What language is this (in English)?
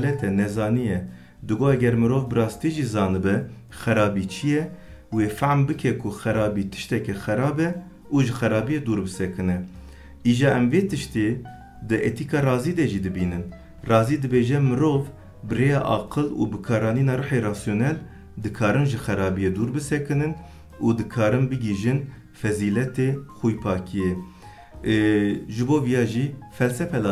Kurdish